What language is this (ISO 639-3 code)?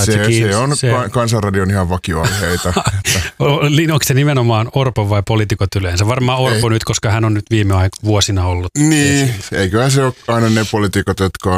fin